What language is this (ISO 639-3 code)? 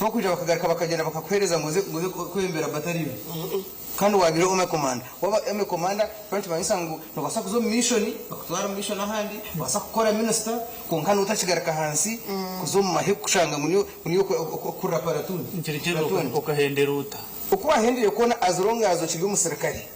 nyn